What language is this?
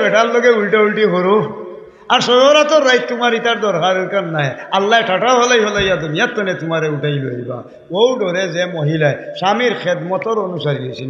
Sylheti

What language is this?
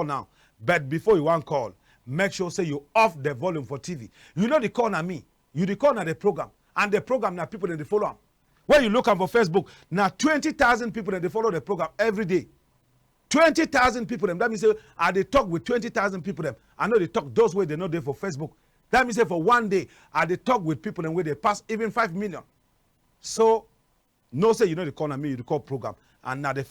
Cameroon Pidgin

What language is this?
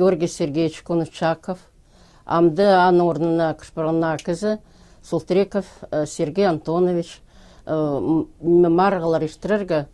Khakas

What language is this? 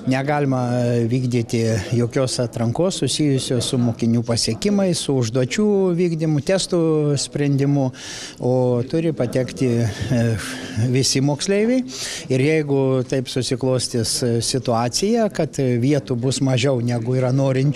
Lithuanian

